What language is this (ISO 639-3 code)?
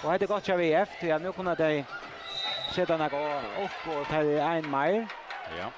fao